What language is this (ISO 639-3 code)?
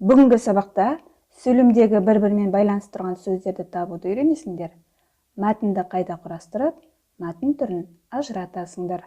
kaz